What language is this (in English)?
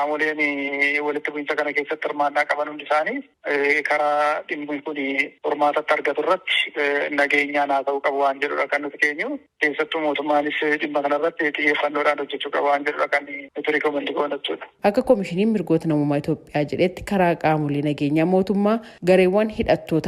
Oromo